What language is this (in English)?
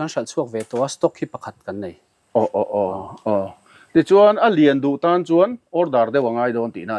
Mizo